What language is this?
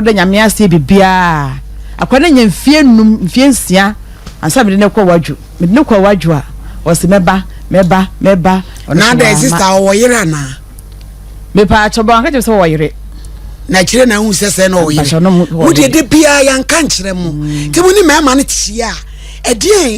Akan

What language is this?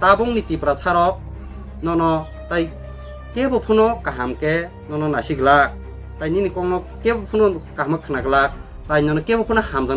Kok Borok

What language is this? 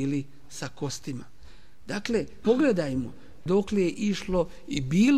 Bosnian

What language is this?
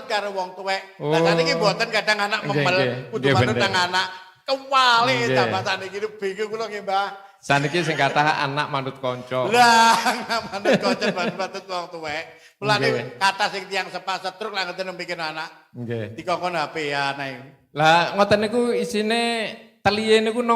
Javanese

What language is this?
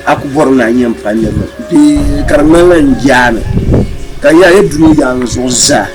Dagbani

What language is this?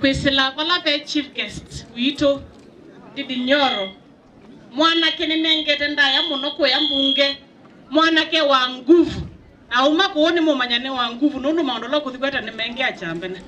Kamba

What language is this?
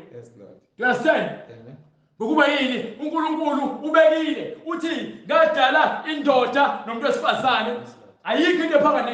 Zulu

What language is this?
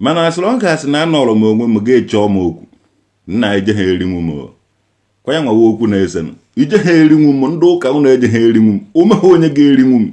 Igbo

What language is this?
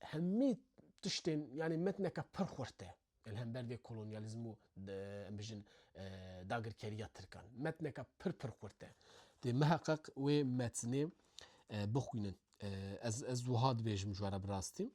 Kurdish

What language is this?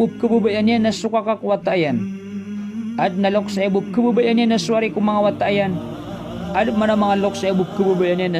Maranao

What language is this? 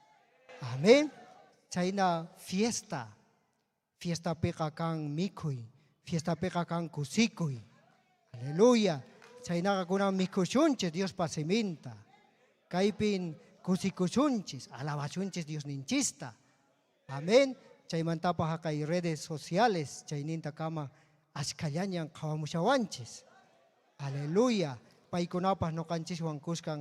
Ayacucho Quechua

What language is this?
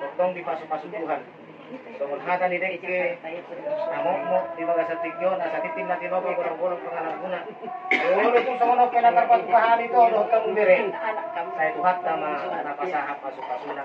Batak Toba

